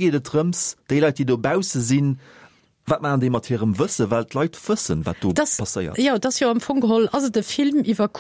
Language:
Luxembourgish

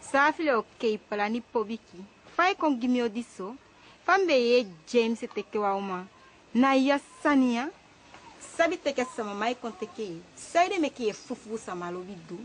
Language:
Eastern Maroon Creole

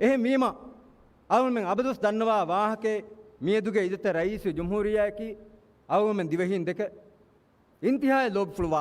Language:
Divehi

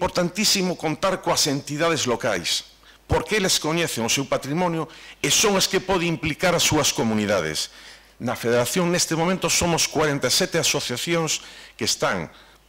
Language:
Galician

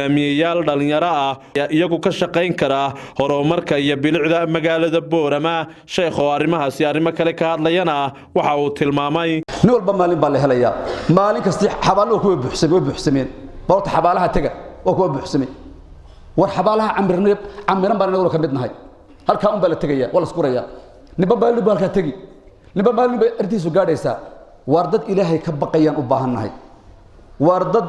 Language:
Somali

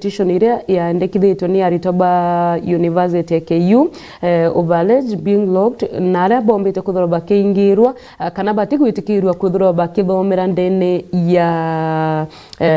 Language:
Meru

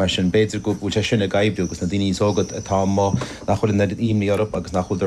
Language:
Irish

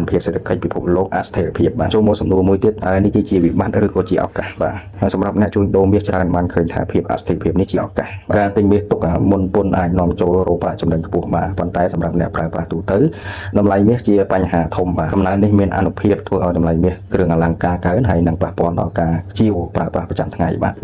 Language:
Khmer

